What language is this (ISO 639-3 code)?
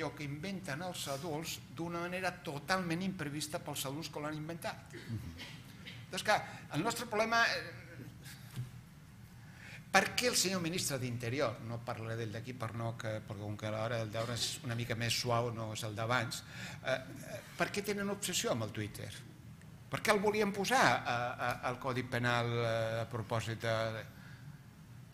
cat